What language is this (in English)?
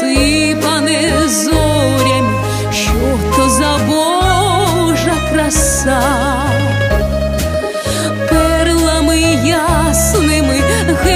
Ukrainian